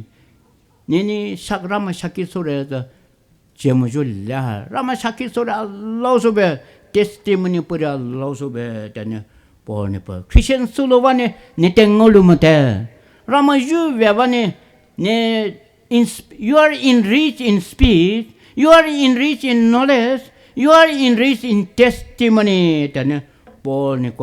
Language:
Poumei Naga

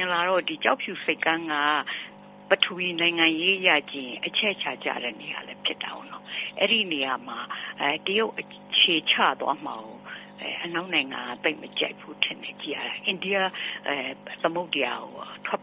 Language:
Burmese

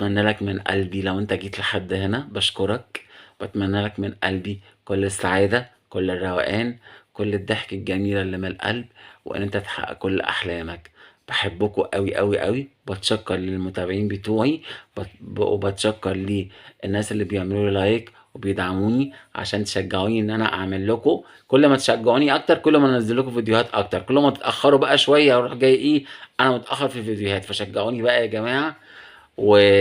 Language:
Egyptian Arabic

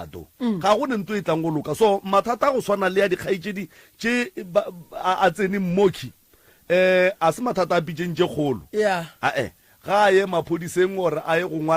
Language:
Northern Sotho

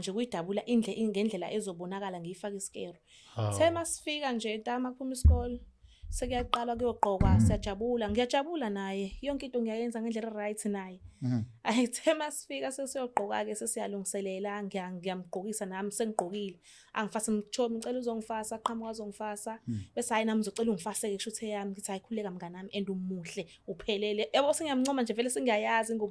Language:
Zulu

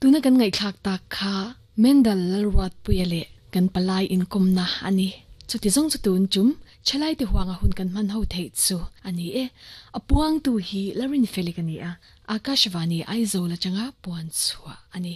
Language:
Mizo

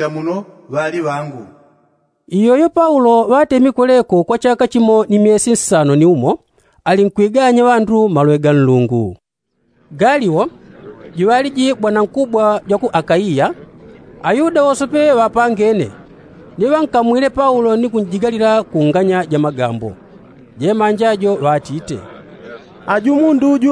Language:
Yao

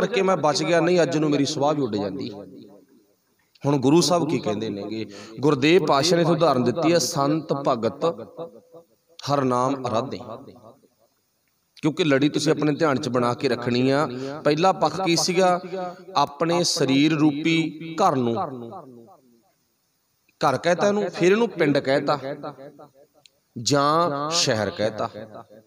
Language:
Punjabi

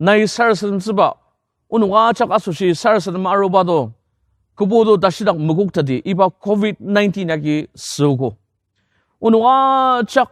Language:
Ao Naga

